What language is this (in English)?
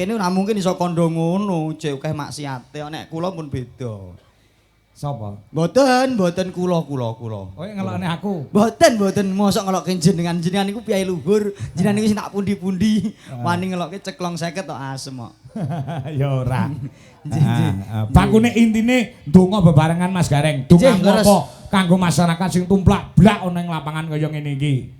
Javanese